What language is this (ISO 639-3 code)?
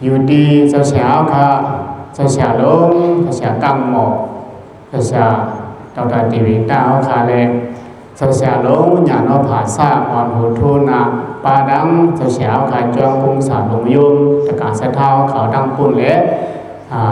shn